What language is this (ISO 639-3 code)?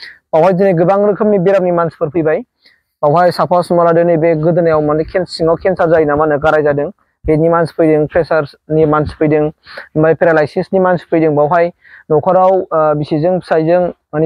brx